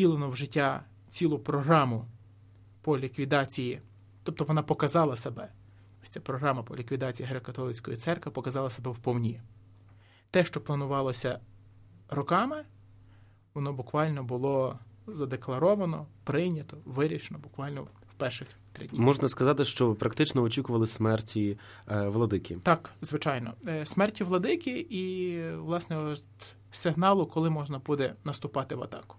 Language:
Ukrainian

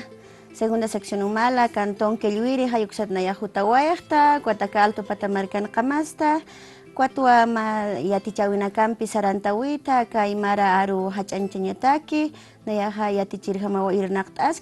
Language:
Aymara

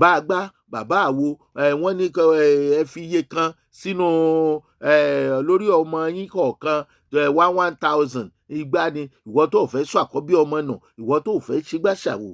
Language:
Yoruba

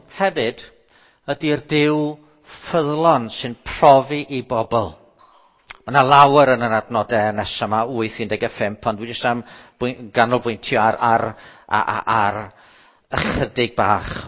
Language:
Welsh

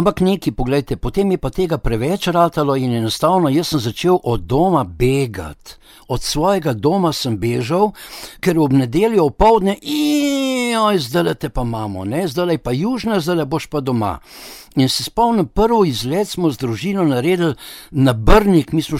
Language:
Slovenian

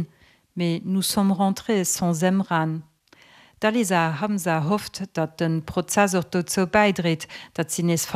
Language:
Luxembourgish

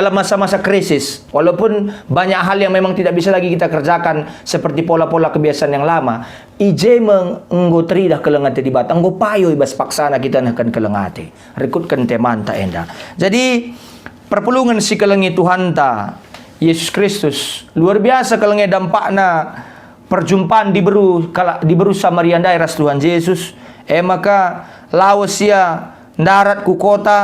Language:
Batak Karo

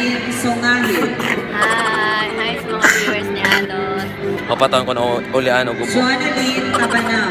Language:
Cebuano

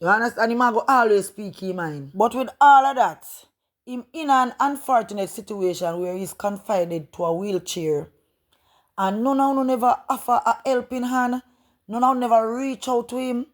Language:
Jamaican Creole English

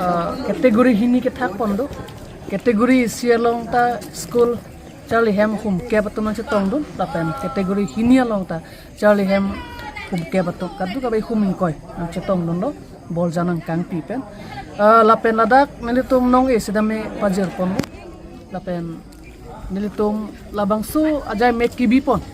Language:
Karbi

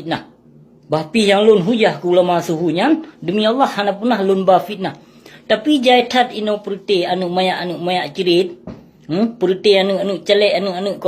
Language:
Achinese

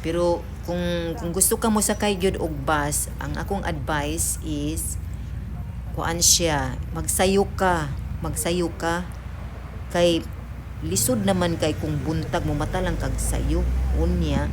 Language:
Cebuano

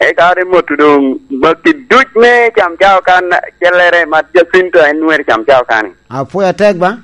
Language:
Lango (Uganda)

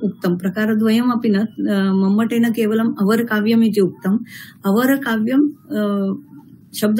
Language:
Sanskrit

